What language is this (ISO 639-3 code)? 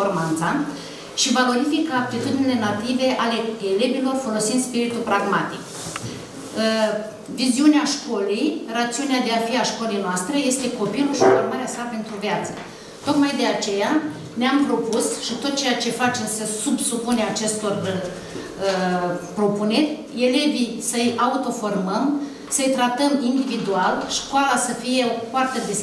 ron